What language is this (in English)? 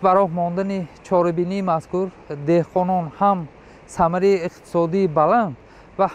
Tajik